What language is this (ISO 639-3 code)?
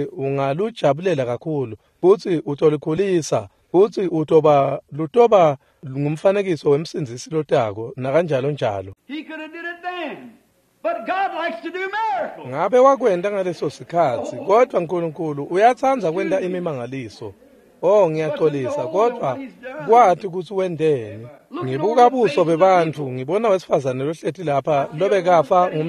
ssw